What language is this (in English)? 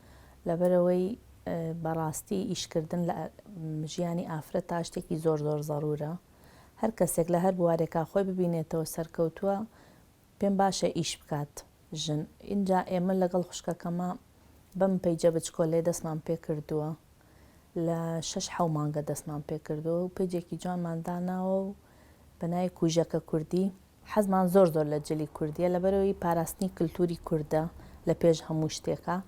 Central Kurdish